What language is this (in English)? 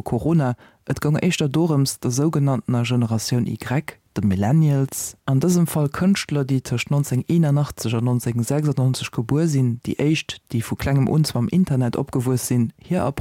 Luxembourgish